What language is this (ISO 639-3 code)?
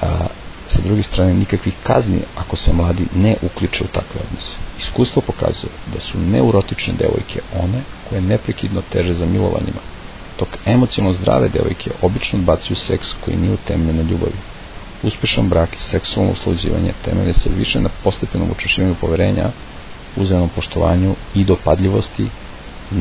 srp